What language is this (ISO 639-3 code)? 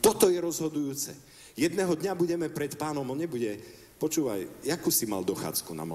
slk